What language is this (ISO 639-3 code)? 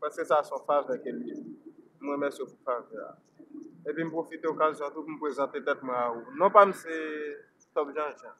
hat